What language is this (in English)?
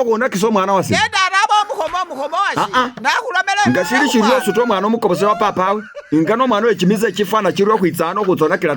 Masaaba